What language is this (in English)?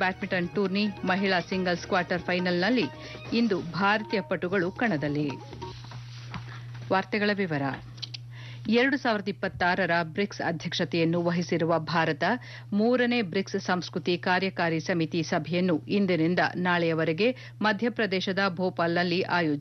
Kannada